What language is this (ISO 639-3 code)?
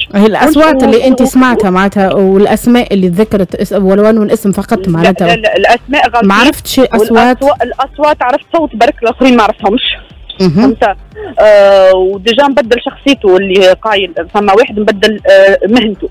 aeb